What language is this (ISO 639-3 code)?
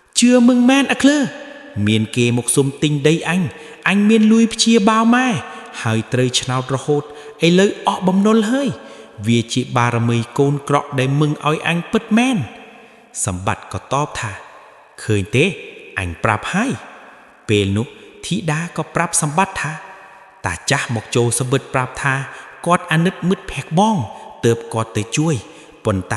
khm